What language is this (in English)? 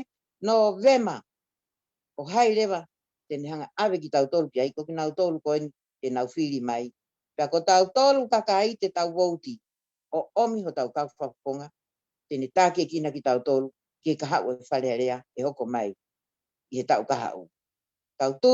Tongan